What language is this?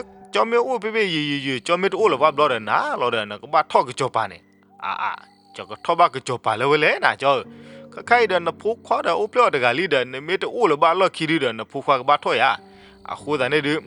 S'gaw Karen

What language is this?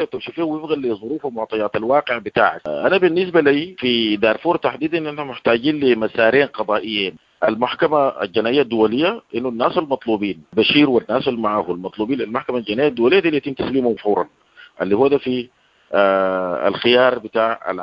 Sudanese Arabic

